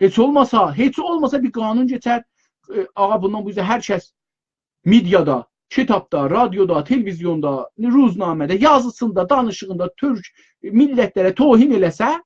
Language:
South Azerbaijani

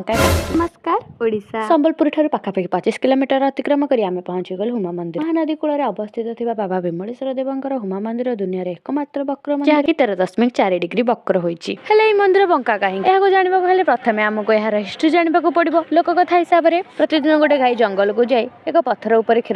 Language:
Odia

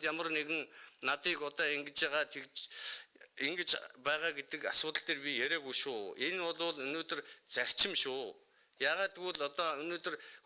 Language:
Mongolian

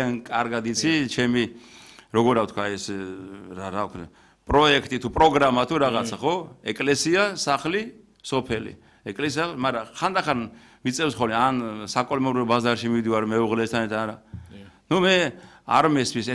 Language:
Georgian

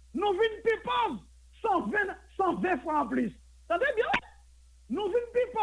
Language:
Haitian Creole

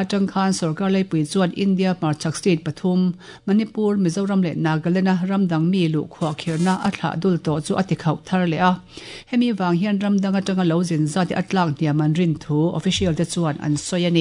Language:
Mizo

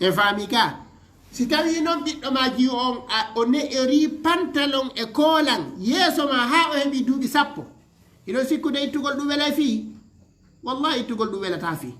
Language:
Fula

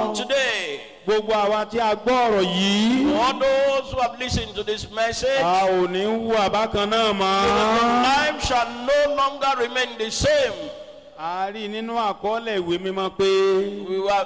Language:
Yoruba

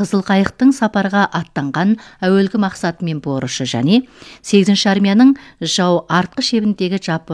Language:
Kazakh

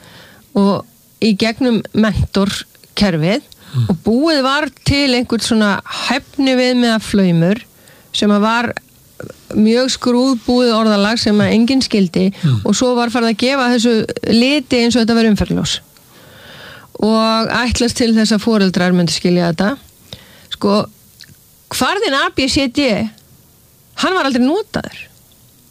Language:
Icelandic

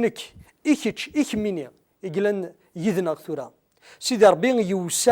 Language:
Kabyle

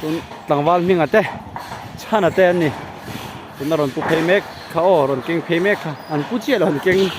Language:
Mizo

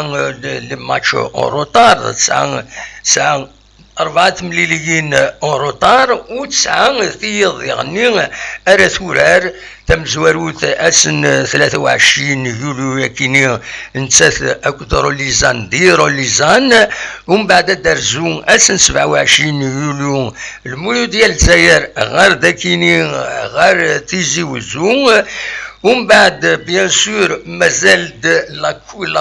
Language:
Kabyle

